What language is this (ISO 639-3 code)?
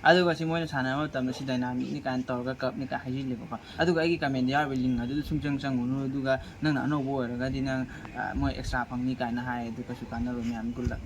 mni